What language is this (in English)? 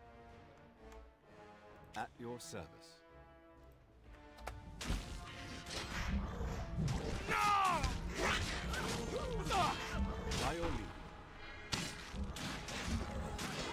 English